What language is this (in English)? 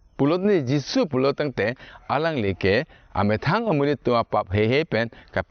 Karbi